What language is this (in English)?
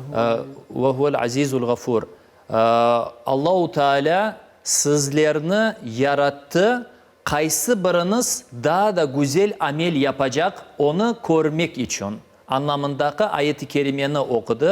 Crimean Tatar